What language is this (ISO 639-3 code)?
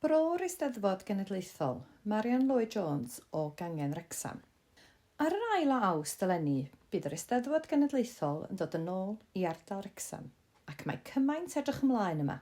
cym